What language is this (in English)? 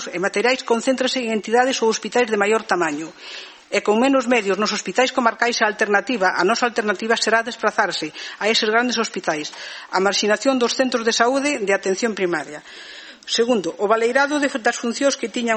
Galician